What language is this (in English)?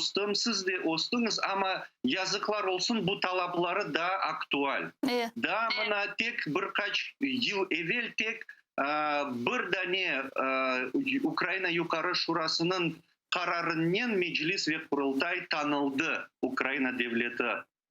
Crimean Tatar